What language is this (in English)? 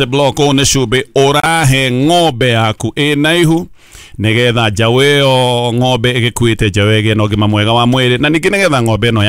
Kikuyu